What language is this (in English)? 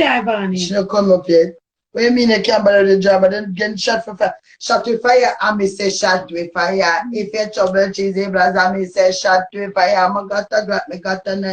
Jamaican Creole English